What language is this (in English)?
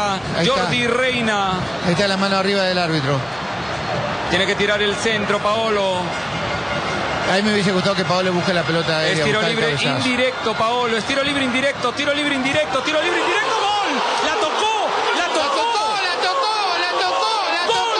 Spanish